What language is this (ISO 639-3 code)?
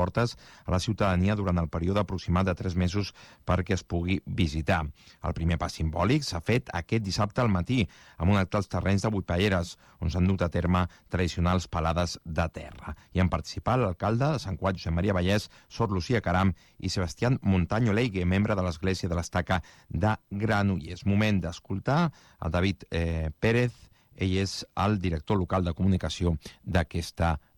cat